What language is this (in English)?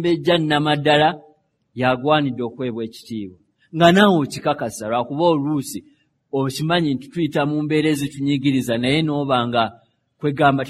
Ganda